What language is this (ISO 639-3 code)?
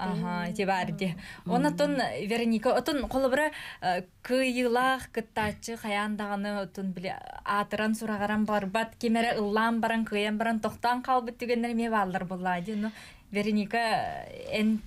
sah